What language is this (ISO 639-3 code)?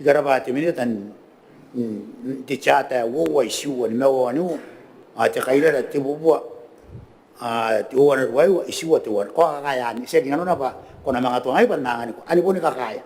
gil